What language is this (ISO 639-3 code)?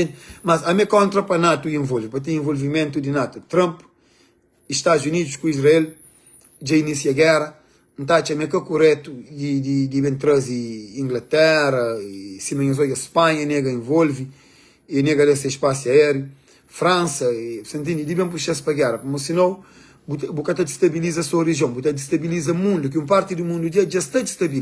kea